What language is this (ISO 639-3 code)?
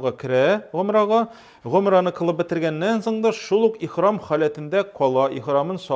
tat